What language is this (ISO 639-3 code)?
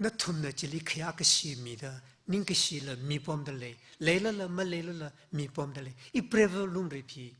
nmf